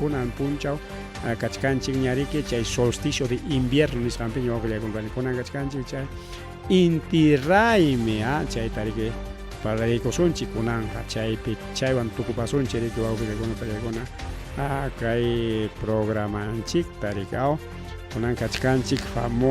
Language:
Ayacucho Quechua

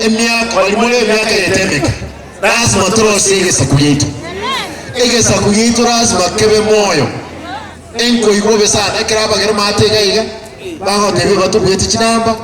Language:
Gusii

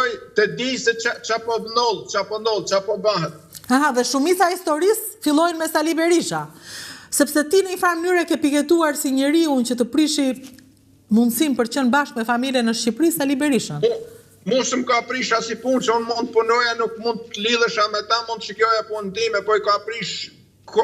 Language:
Albanian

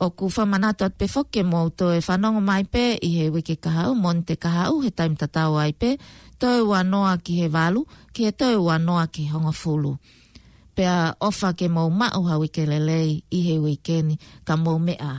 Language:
Tongan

